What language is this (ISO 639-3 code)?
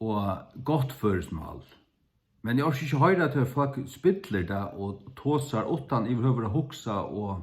fao